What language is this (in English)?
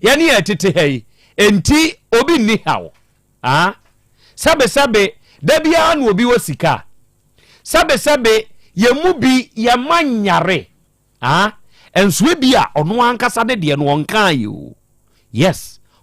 Akan